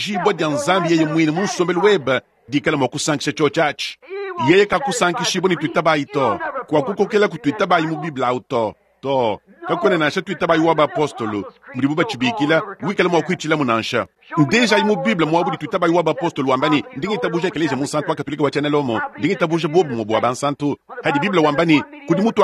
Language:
Luba-Lulua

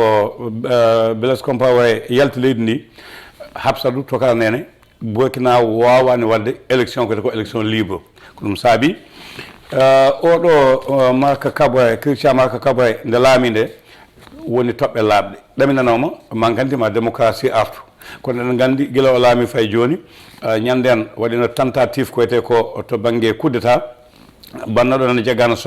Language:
Fula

